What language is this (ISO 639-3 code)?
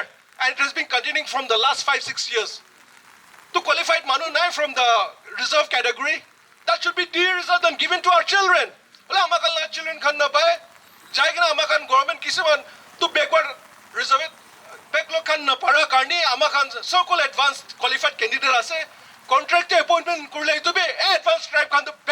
nag